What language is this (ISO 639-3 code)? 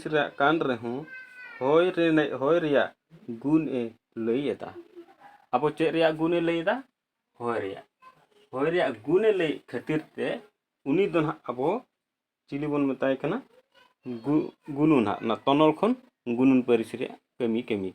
sat